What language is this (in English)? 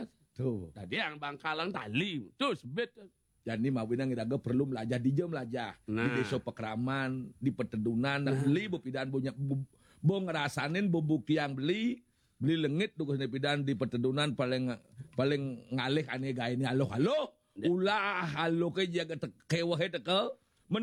Balinese